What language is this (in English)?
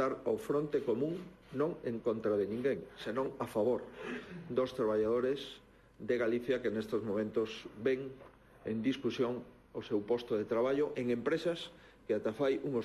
Galician